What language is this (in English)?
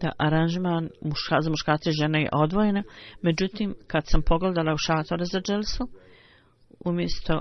Bosnian